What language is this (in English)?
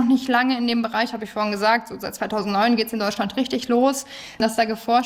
German